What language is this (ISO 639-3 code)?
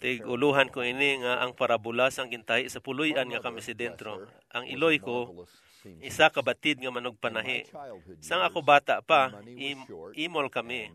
hil